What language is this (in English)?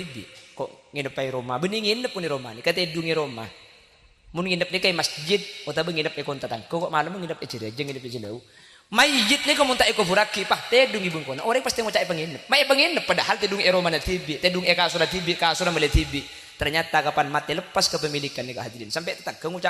Madurese